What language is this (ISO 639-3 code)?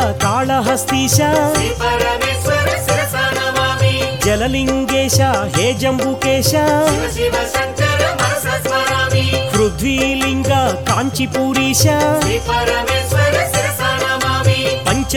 tel